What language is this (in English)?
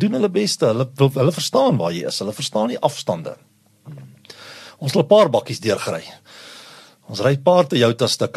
Afrikaans